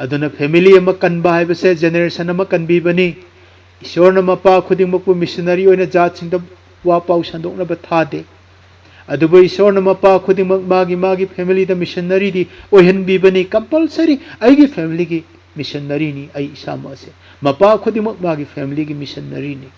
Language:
Manipuri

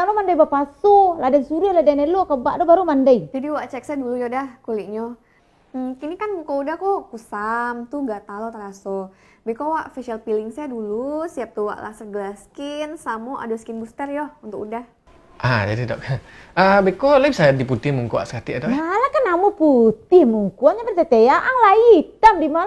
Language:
Minangkabau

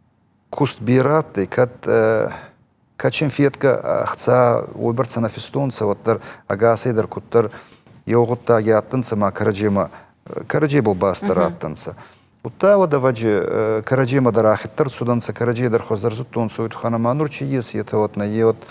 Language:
Ossetic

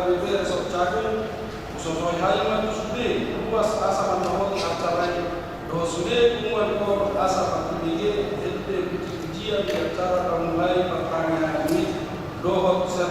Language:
Batak Toba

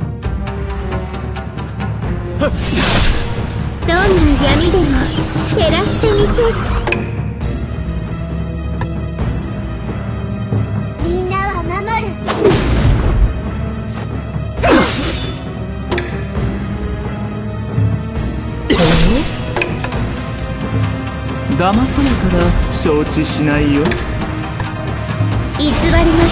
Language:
Japanese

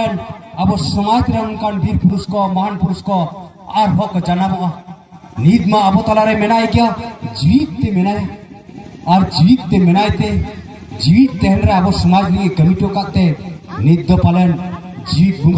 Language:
Santali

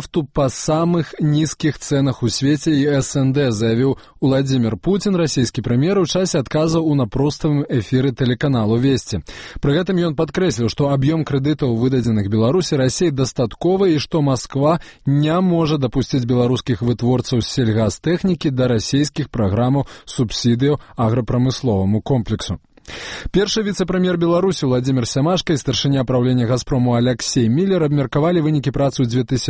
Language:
Belarusian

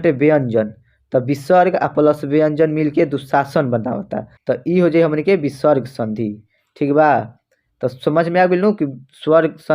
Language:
Bhojpuri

